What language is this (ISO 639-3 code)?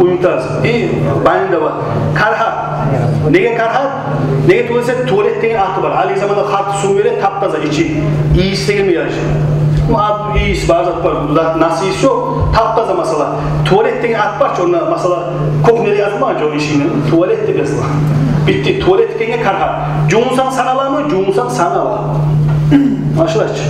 kum